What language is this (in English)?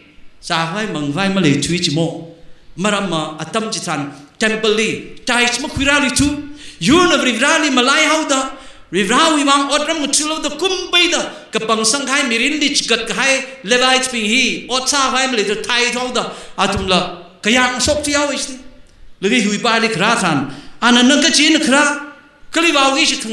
Tangkhul Naga (India)